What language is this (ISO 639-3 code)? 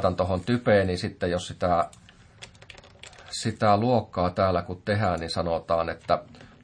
fin